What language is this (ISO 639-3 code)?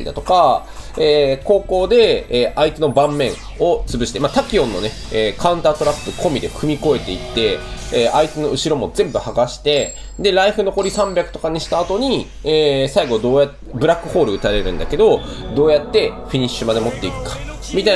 jpn